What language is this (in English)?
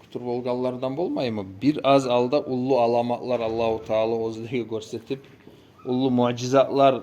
Kumyk